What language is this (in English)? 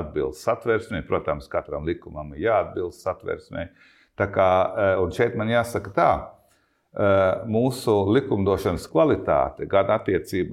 Latvian